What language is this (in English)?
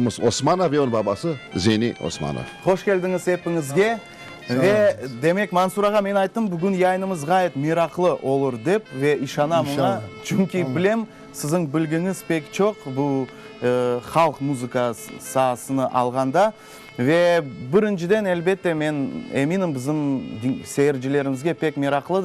Crimean Tatar